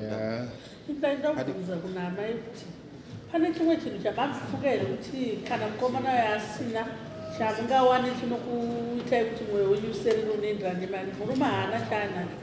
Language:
Shona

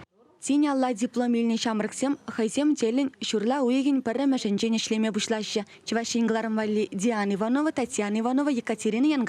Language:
Chuvash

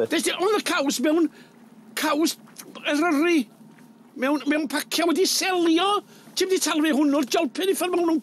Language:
Welsh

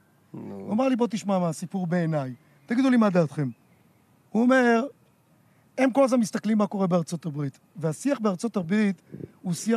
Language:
Hebrew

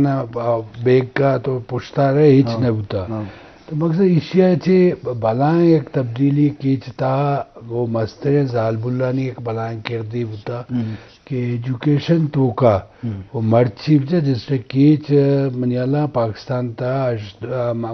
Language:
Eastern Balochi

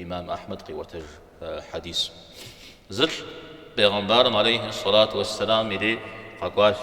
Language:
Kabardian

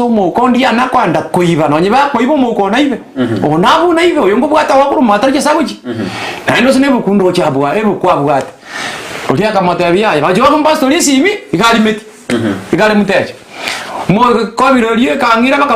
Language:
Gusii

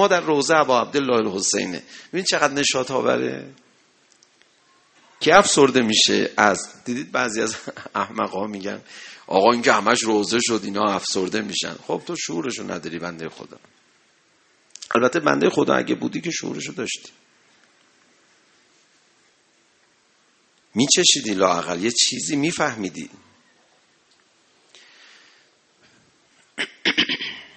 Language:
Persian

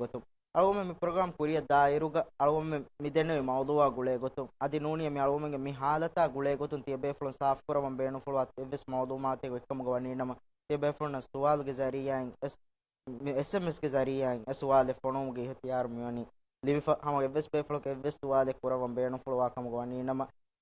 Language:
Divehi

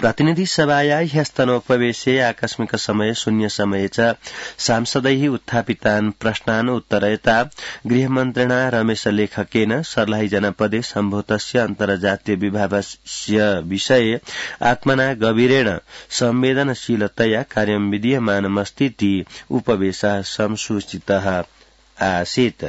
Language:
Sanskrit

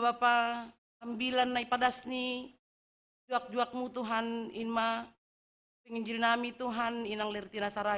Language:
Batak Simalungun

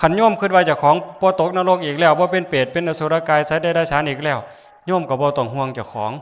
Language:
Northeastern Thai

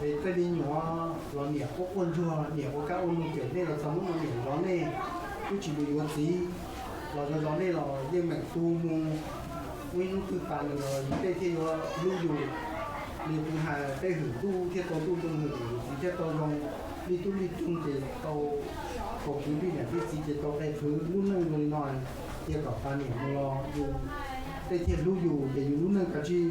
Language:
Hmong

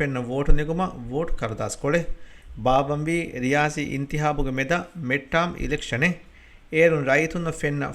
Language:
Divehi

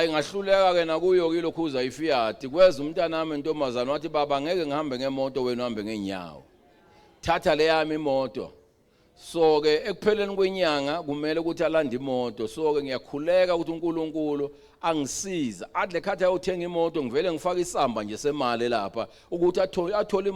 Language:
Zulu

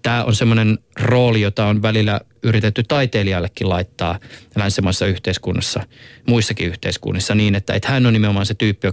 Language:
Finnish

